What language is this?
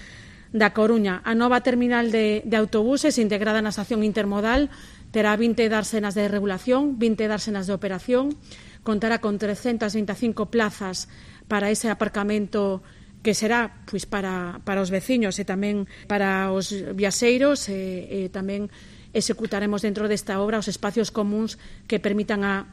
Galician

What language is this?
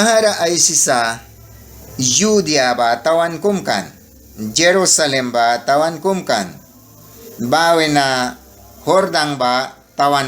Mískito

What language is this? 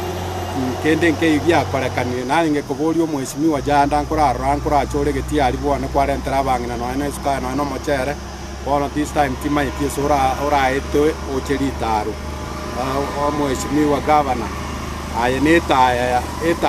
Gusii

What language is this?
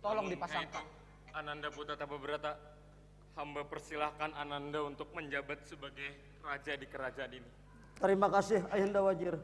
Banjar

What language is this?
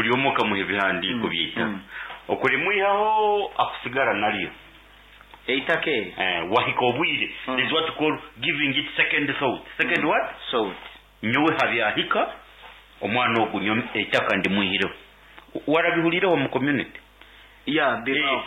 Nyoro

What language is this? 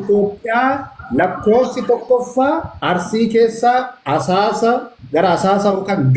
Oromo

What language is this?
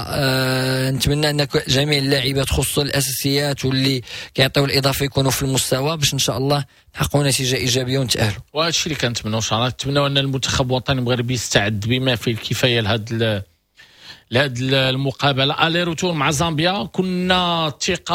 Moroccan Arabic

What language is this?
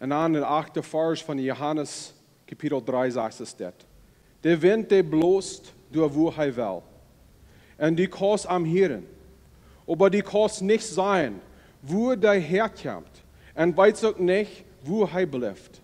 Plautdietsch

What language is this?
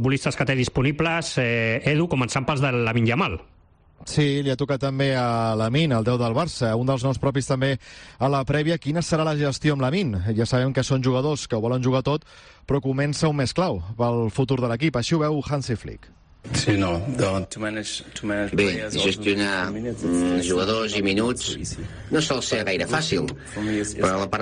Catalan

